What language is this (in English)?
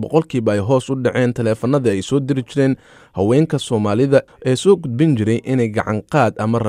Somali